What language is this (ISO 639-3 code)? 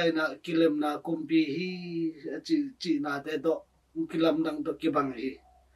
ctd